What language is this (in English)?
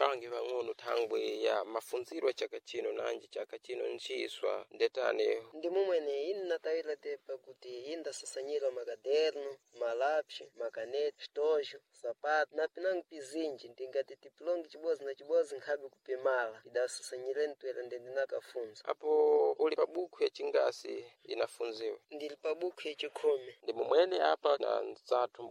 Sena